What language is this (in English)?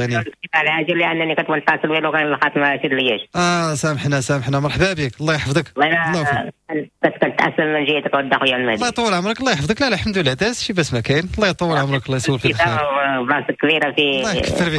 Moroccan Arabic